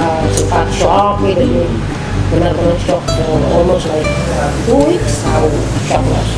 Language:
Tetum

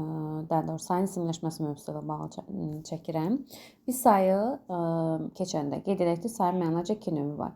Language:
Azerbaijani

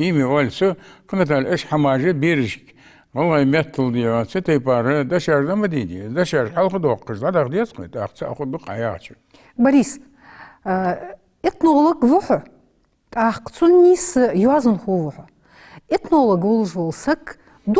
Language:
Ingush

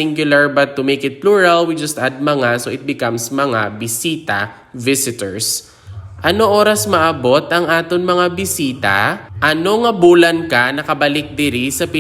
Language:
Hiligaynon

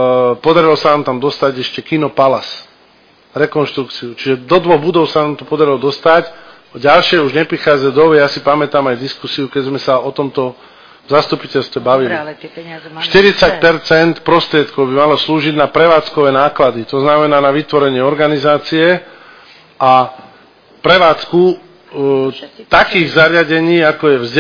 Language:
Slovak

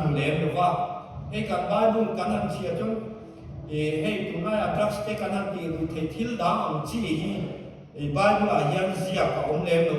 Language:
Mizo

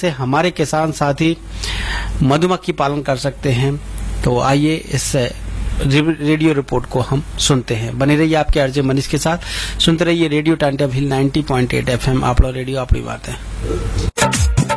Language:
Hindi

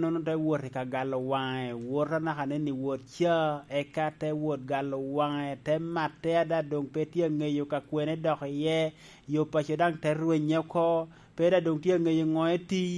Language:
Lango (Uganda)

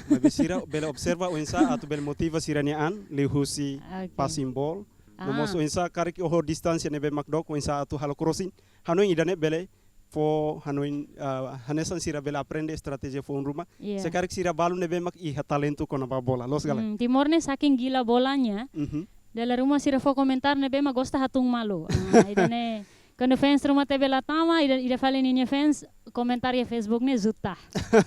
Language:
Tetum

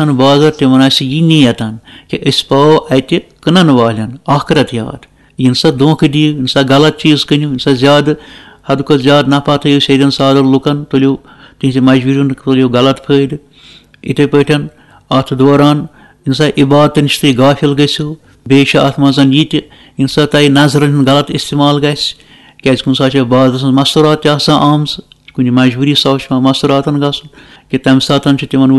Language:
Kashmiri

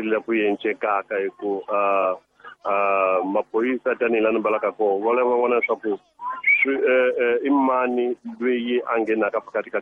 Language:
Tsonga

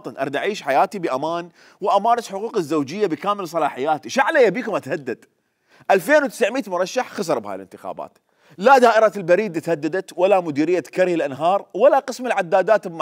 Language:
Mesopotamian Arabic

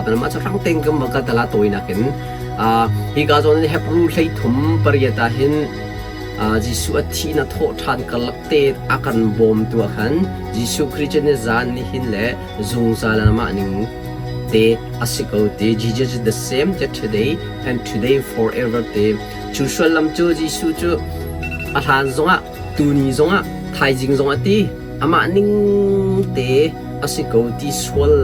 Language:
Hakha Chin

